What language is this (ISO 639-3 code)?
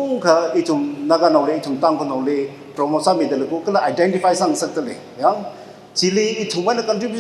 nmf